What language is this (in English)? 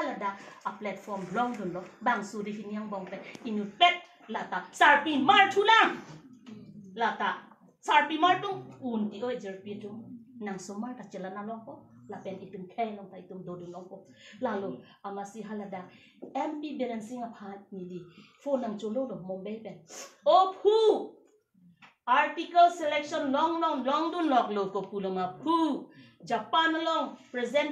Karbi